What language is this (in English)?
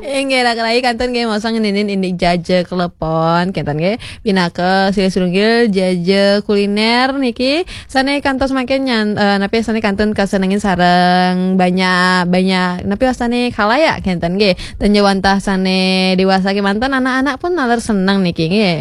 Balinese